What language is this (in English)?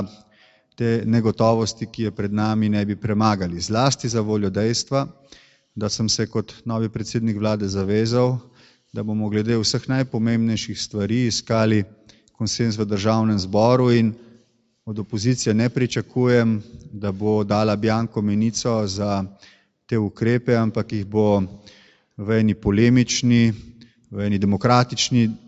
Slovenian